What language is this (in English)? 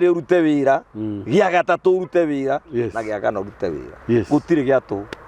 Kikuyu